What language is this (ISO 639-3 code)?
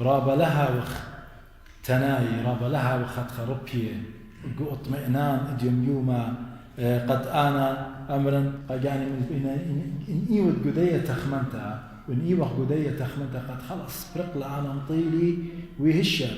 aii